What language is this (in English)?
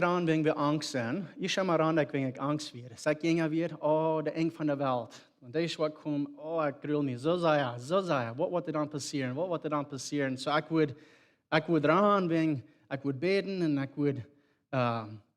Plautdietsch